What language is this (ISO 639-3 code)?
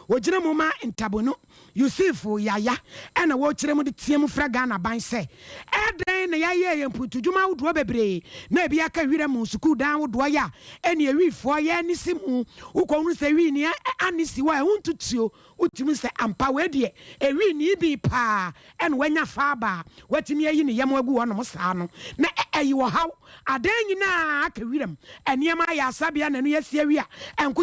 aka